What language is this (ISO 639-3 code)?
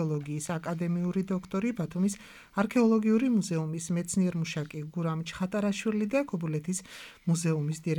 kat